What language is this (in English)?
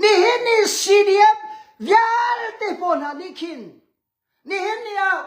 Hakha Chin